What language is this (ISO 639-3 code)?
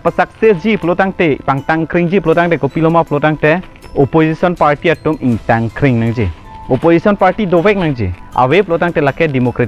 mjw